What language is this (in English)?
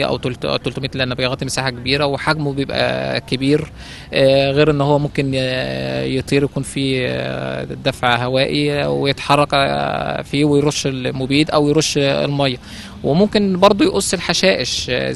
Egyptian Arabic